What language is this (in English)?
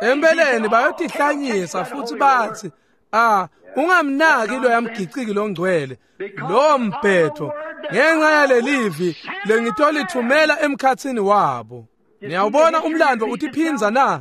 Swati